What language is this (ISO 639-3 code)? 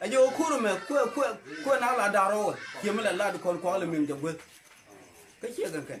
nus